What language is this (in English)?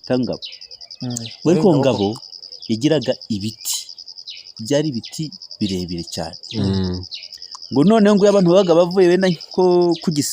Kinyarwanda